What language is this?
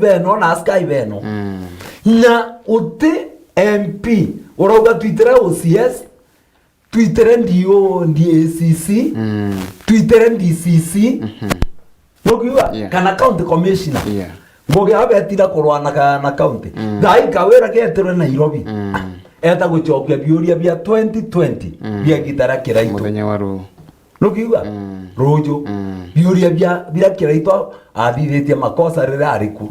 Meru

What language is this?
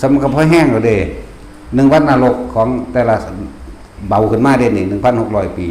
Northeastern Thai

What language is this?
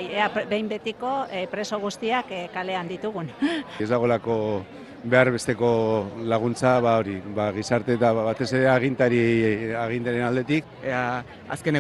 Basque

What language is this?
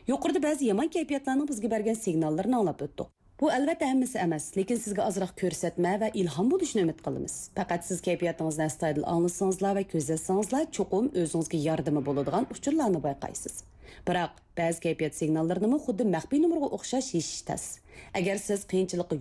Uyghur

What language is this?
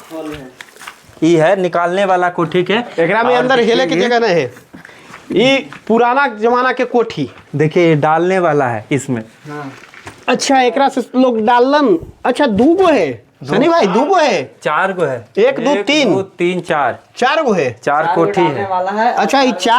Magahi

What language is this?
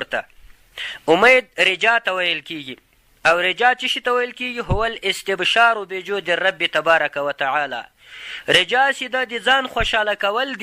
Pashto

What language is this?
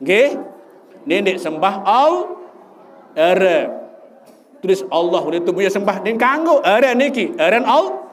Sasak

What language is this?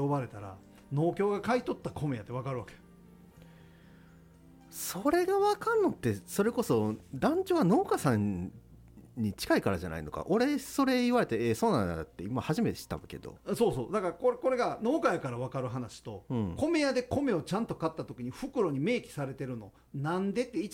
Japanese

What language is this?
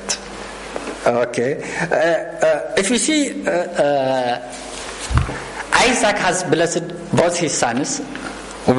Swedish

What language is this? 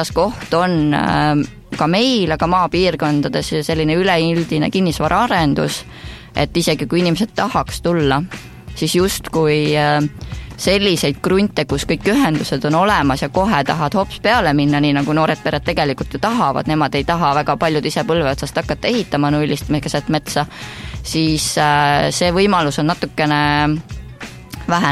Estonian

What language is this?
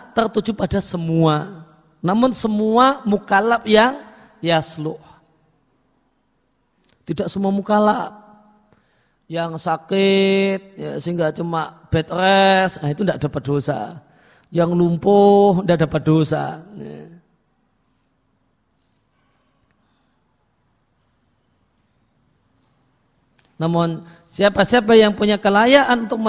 Indonesian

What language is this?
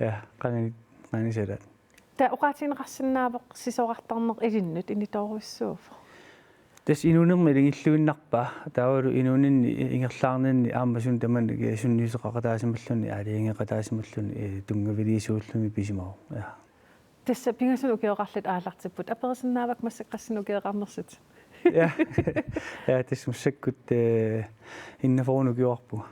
Kalaallisut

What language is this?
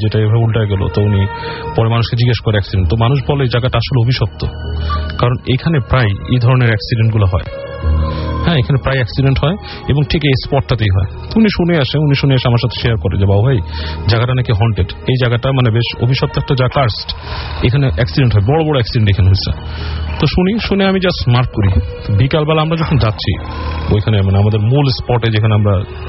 Bangla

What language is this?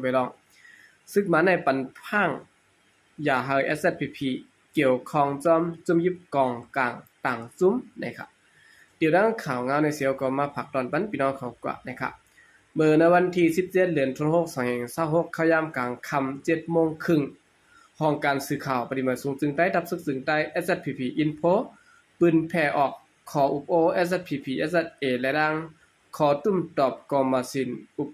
Shan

